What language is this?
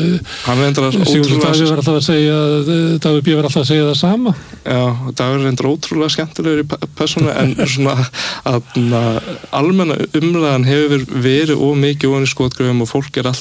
Icelandic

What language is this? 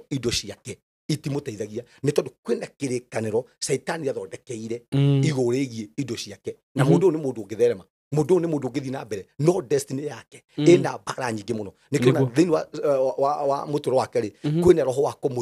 Kikuyu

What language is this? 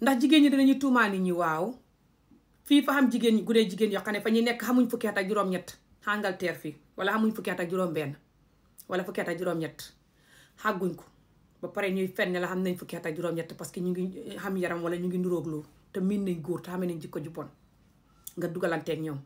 Wolof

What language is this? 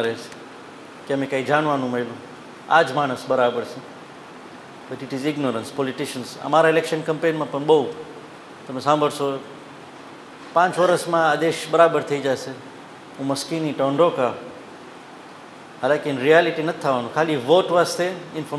Gujarati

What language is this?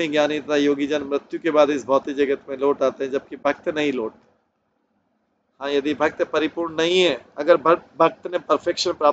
Hindi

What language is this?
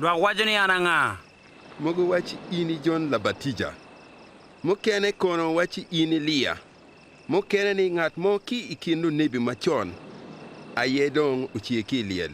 Acoli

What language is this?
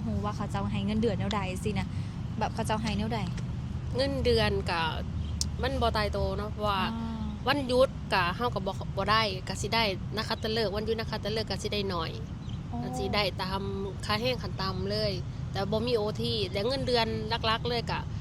Lao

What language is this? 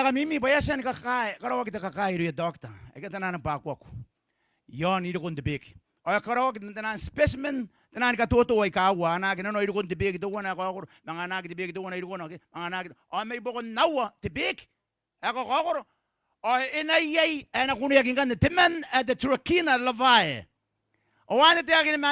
Gilbertese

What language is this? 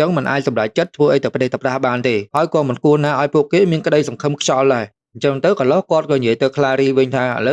Khmer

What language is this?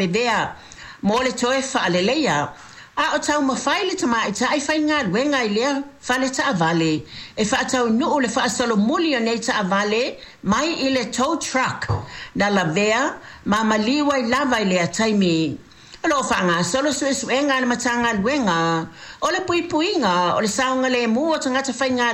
Samoan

